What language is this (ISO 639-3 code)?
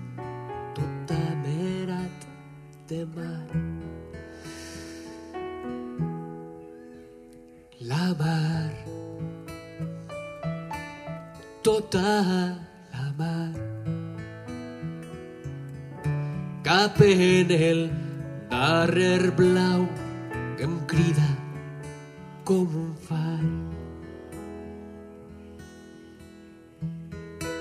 cat